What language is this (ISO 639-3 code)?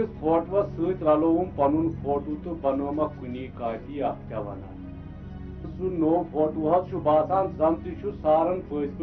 kas